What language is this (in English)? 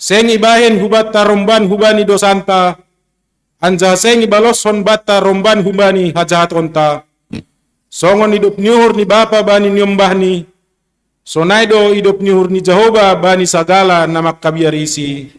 Batak Simalungun